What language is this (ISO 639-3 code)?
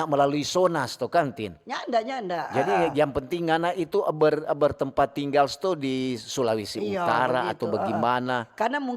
xmm